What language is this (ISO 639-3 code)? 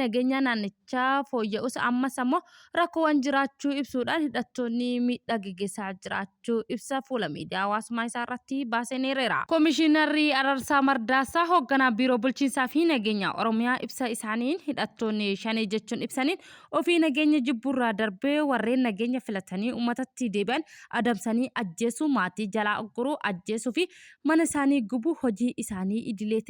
orm